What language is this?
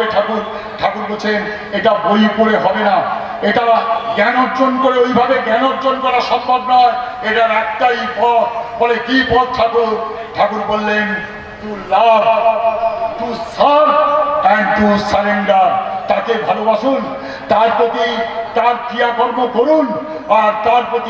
Bangla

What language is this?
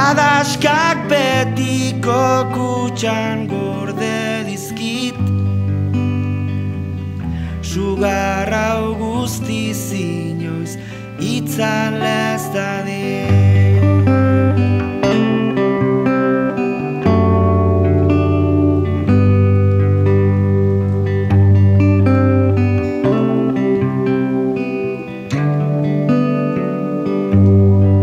Basque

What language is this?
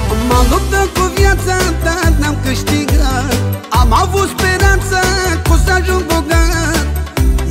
Romanian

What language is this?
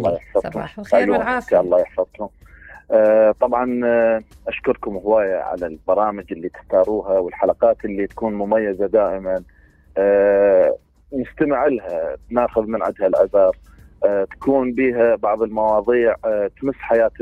Mesopotamian Arabic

